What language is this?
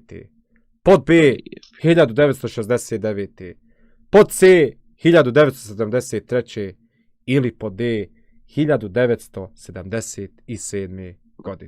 Bosnian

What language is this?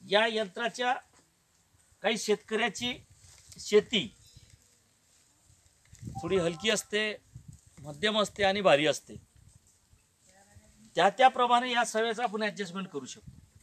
Marathi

